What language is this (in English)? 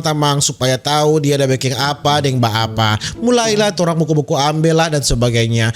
Manado Malay